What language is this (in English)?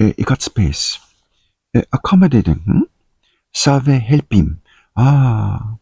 Tok Pisin